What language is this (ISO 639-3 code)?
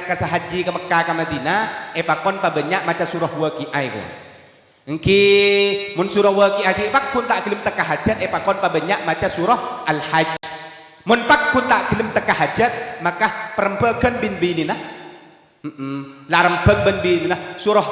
mad